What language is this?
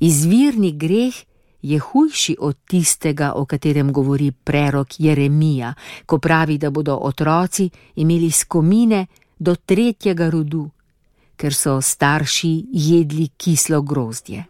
Slovenian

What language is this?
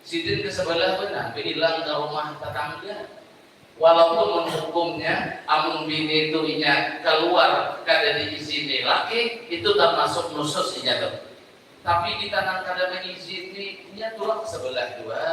Banjar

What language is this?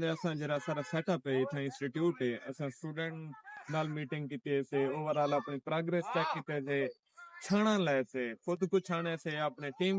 Saraiki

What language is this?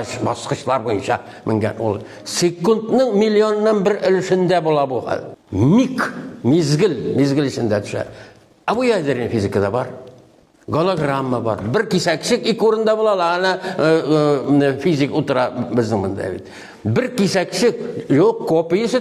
Tatar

